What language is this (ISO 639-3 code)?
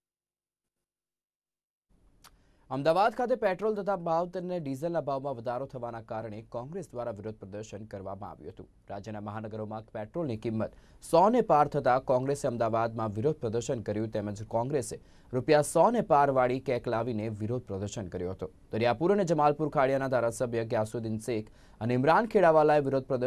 guj